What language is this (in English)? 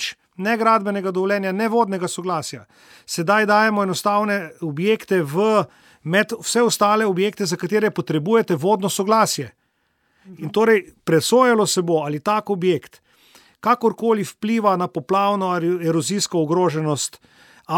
Slovenian